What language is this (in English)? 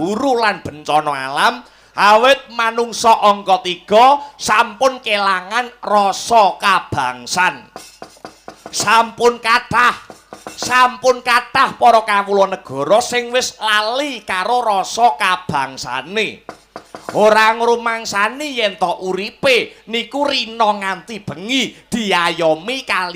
Javanese